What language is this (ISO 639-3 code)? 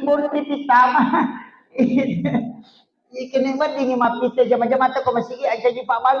bug